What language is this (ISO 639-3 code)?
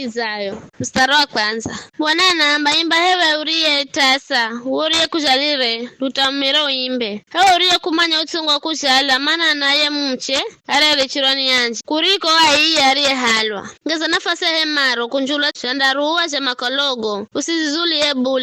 nyf